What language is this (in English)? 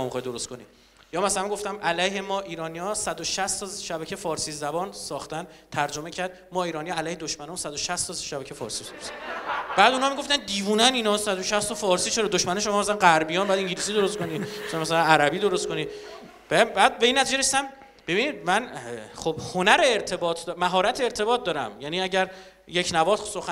Persian